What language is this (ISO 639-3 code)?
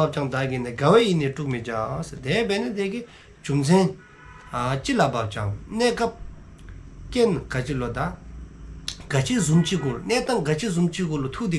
dzo